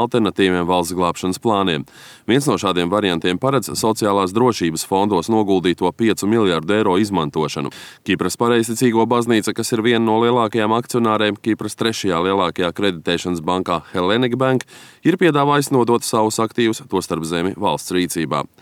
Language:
Latvian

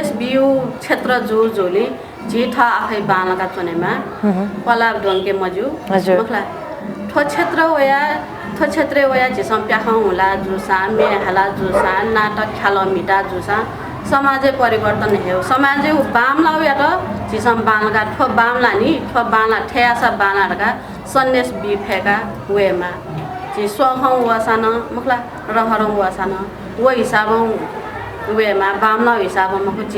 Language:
Newari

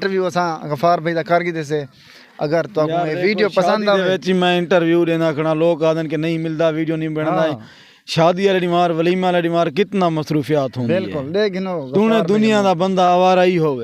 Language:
Saraiki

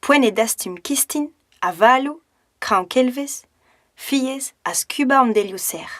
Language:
Breton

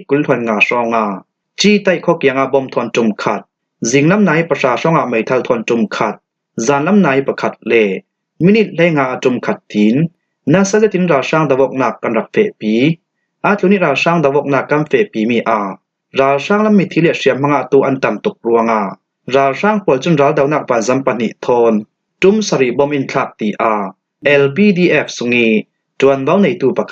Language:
Falam Chin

